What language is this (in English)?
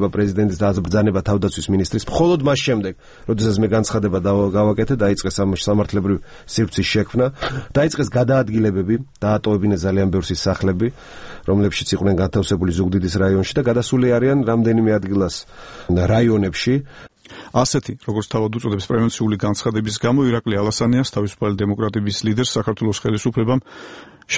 Georgian